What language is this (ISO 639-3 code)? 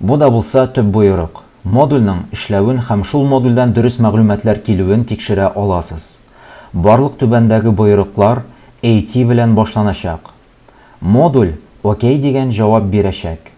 tat